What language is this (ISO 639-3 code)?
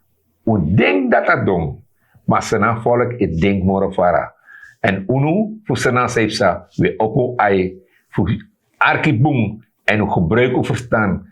srn